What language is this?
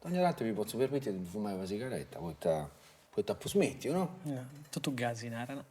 Sardinian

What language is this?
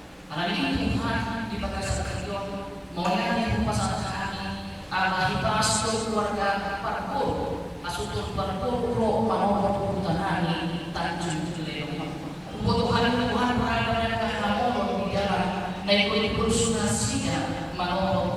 Batak Toba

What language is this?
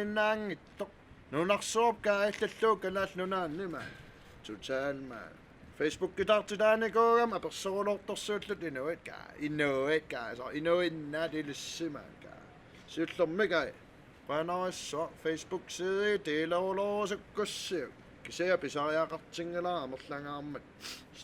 Kalaallisut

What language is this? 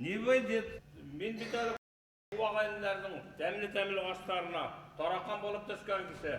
Bashkir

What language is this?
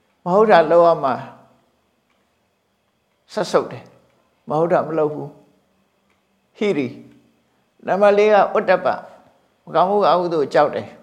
Burmese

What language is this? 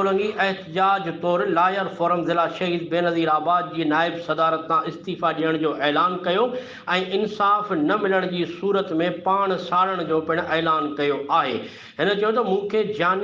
Sindhi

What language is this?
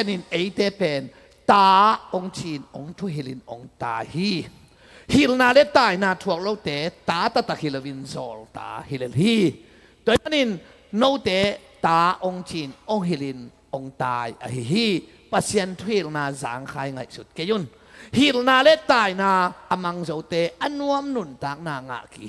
Tedim Chin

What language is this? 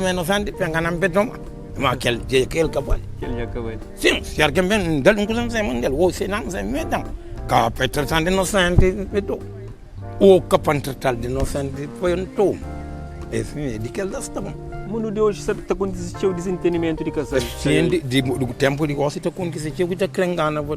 Kabuverdianu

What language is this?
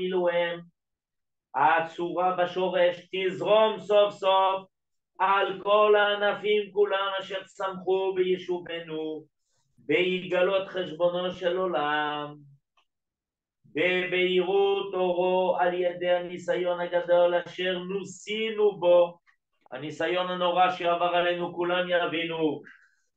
Hebrew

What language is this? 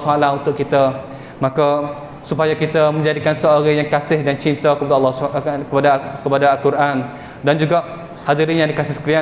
Malay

